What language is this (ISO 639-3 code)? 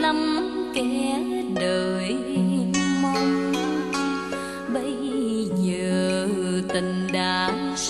vie